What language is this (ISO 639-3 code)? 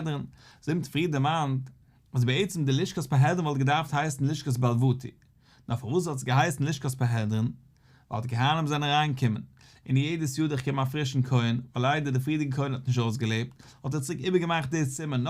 yid